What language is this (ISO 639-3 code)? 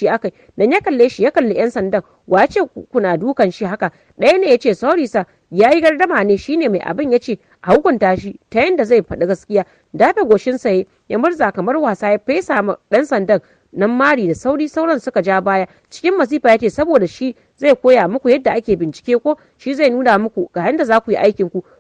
hau